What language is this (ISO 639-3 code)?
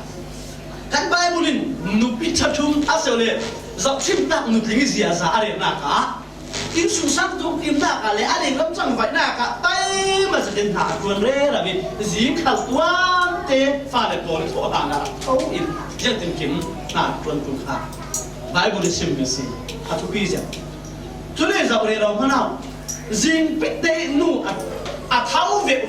cfm